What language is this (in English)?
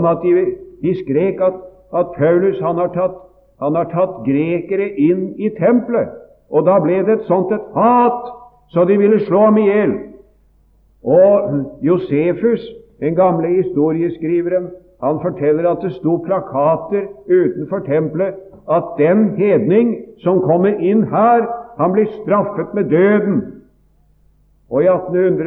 Norwegian